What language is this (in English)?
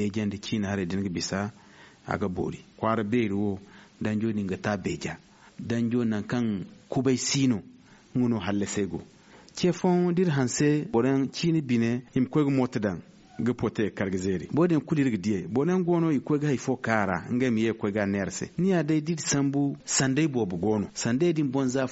Zarma